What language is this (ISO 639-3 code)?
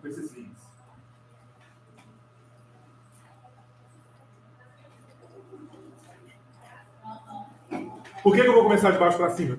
por